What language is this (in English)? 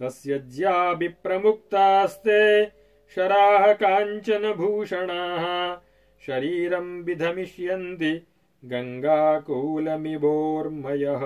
Sanskrit